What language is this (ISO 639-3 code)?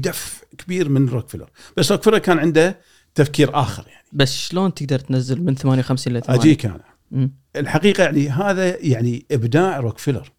afb